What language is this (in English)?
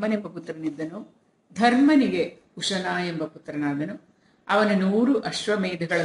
Kannada